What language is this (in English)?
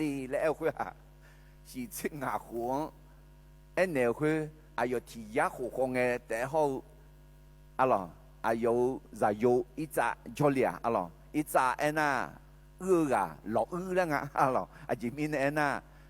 Akha